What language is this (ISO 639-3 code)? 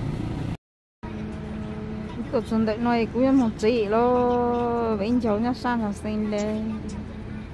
vie